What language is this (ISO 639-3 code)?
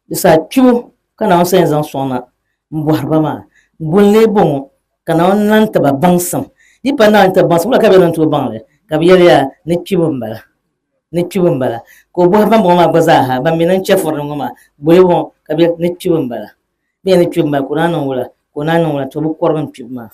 dag